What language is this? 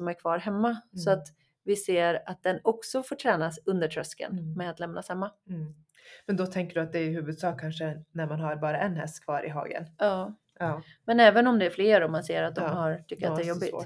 Swedish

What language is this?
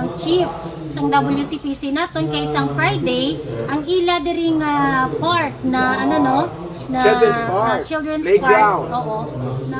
Hiligaynon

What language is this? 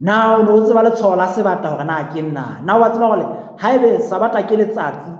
Southern Sotho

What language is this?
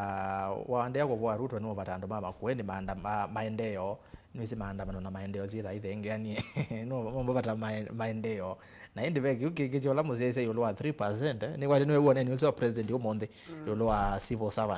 Kamba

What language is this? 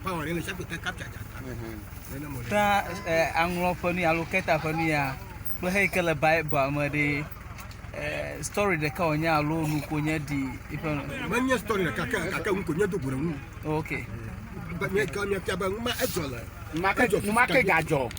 Ewe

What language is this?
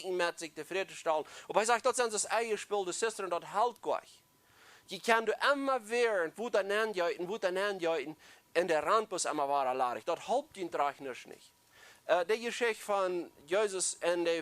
Plautdietsch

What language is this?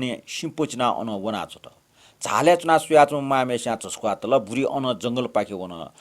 Newari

